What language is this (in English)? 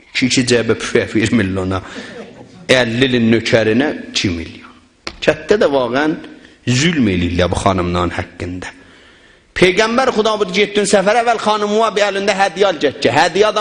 South Azerbaijani